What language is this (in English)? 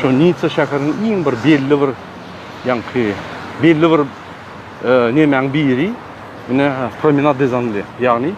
Turkmen